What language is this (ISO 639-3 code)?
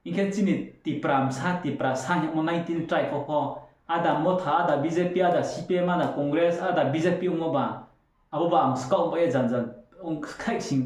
ria